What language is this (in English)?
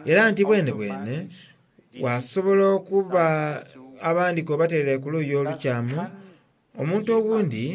Soga